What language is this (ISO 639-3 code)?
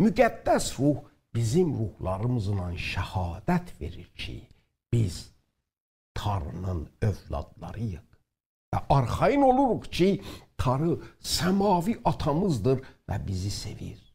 azb